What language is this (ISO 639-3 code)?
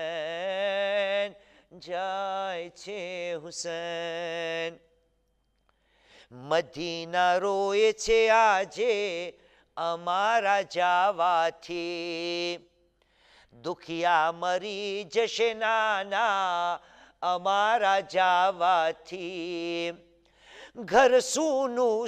guj